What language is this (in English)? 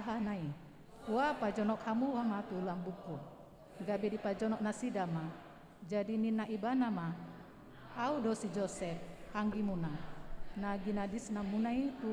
Batak Toba